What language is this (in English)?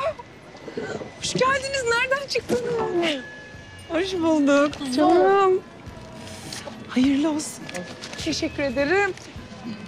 Turkish